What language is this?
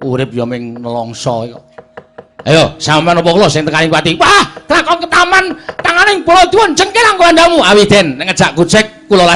Javanese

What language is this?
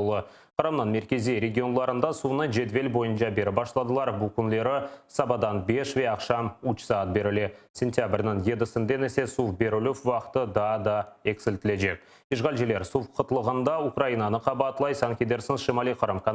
Crimean Tatar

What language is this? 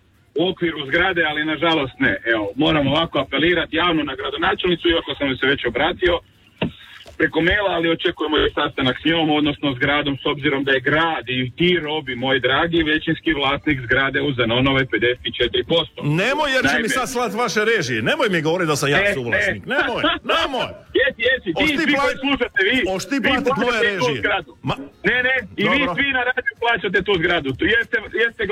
Croatian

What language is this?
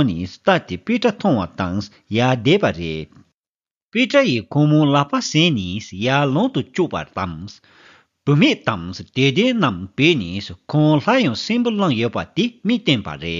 Tibetan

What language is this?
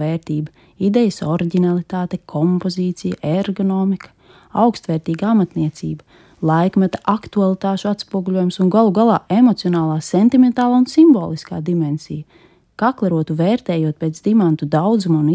Latvian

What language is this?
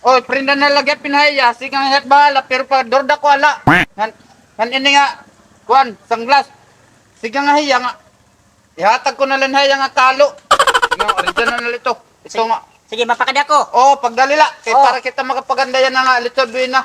Waray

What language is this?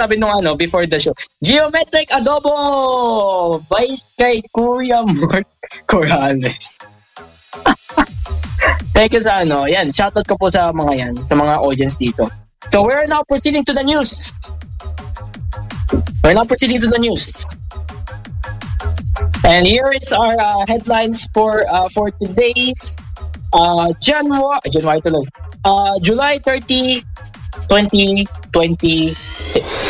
Filipino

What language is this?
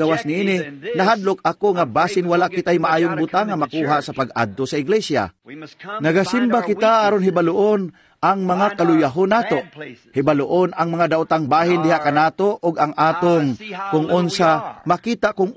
Cebuano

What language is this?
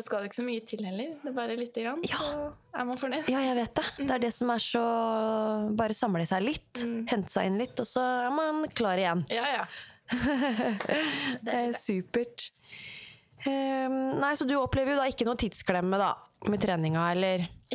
Norwegian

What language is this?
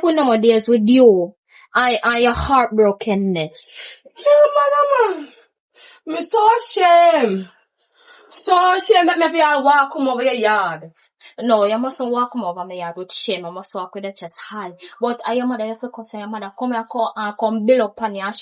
Jamaican Creole English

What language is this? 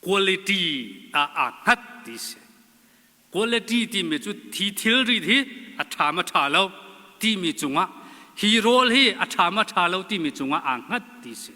Hakha Chin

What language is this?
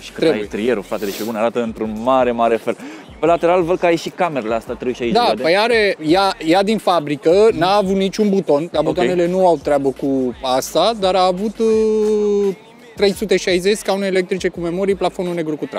Romanian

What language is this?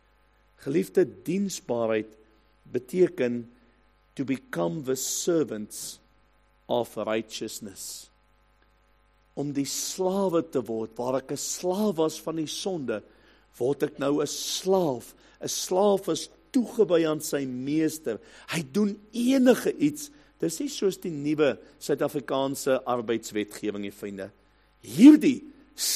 Afrikaans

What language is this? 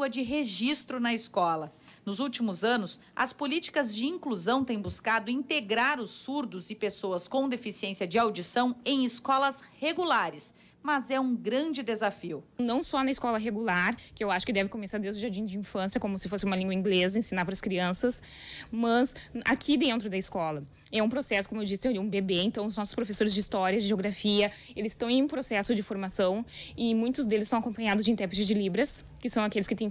Portuguese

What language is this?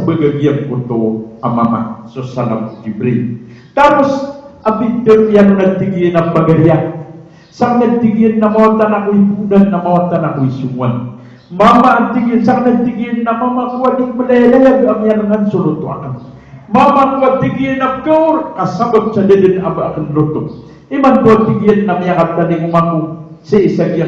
Maranao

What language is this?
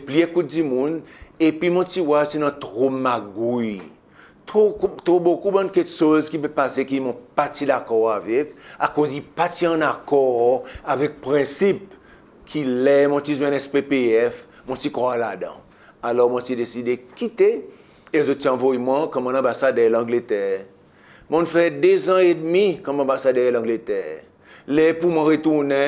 Seselwa Creole French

